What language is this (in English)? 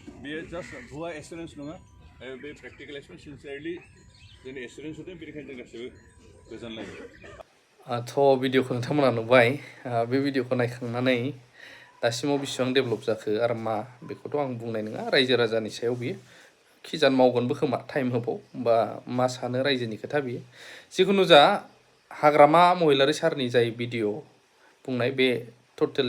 Bodo